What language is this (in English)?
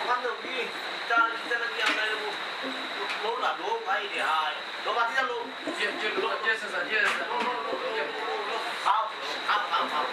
Sylheti